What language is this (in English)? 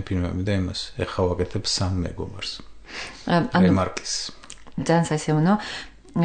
Georgian